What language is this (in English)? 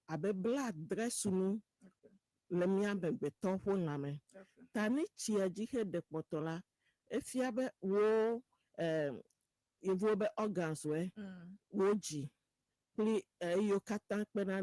Ewe